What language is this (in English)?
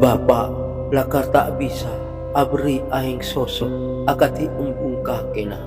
Madurese